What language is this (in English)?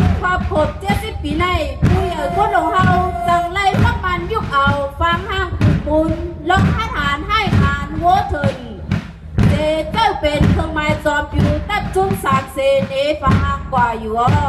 Shan